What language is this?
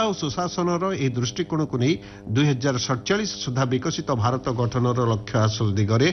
Odia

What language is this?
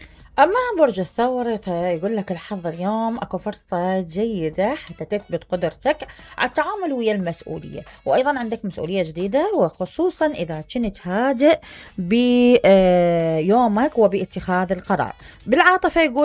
Mesopotamian Arabic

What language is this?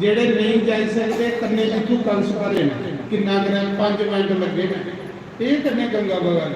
Dogri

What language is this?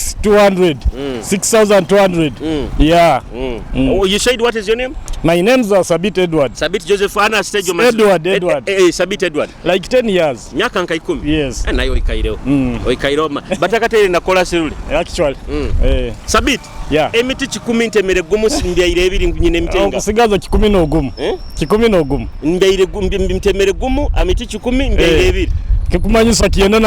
Nyoro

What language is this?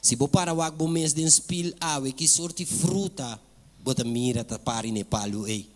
Papiamento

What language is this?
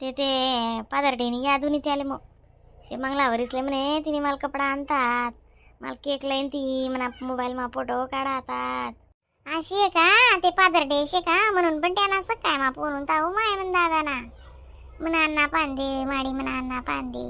Khandesi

